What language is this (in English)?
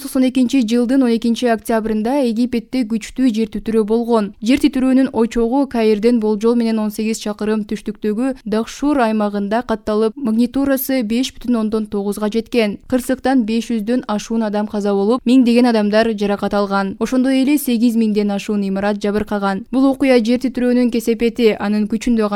Kyrgyz